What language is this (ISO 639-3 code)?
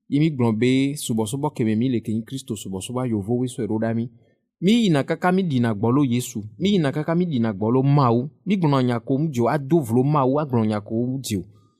ewe